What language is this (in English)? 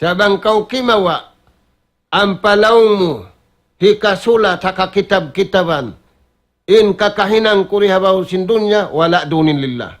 Tausug